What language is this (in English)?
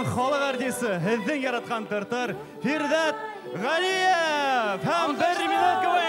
Bashkir